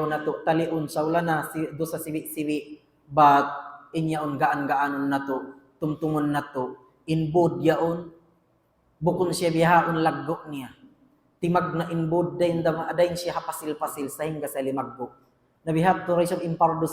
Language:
Tausug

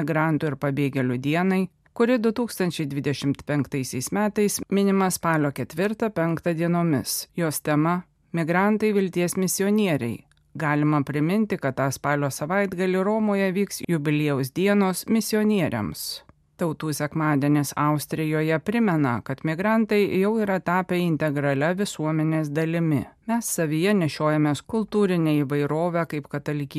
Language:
Lithuanian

